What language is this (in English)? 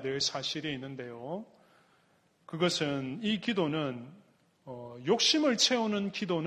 Korean